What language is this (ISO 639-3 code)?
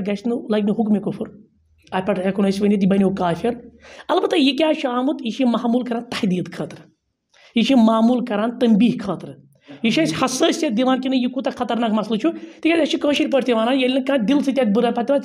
kas